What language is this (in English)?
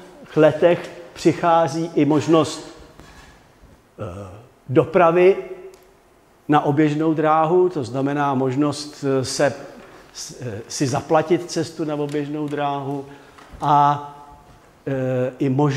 Czech